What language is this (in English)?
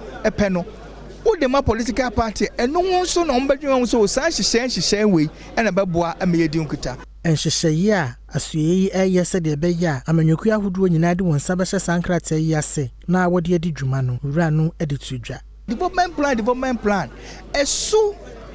Akan